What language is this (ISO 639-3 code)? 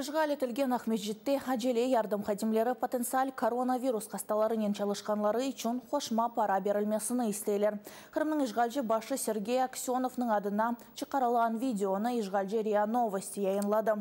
crh